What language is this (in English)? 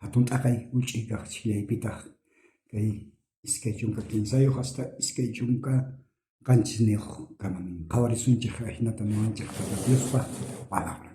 South Bolivian Quechua